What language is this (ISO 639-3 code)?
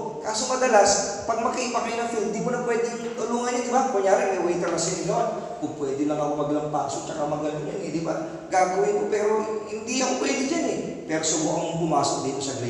fil